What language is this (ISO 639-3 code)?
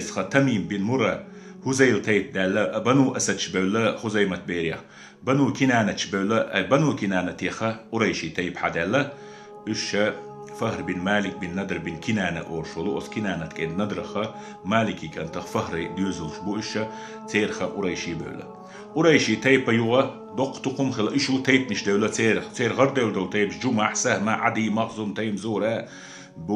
che